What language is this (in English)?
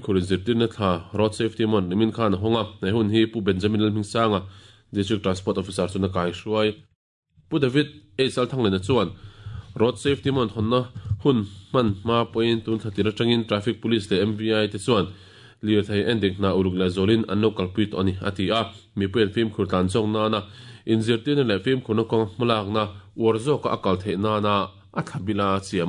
Mizo